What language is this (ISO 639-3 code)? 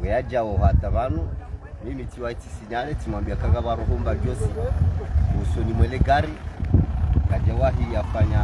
zdj